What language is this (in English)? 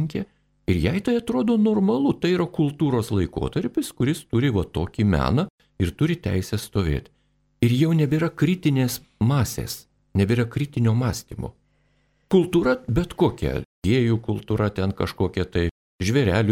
Lithuanian